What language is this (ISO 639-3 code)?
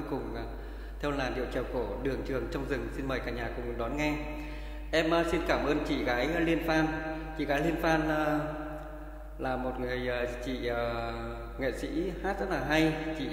vie